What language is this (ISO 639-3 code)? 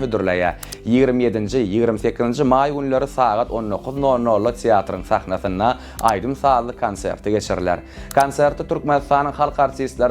tuk